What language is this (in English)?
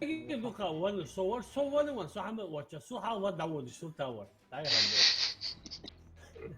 Ingush